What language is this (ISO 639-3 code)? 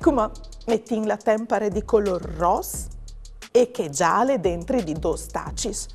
fur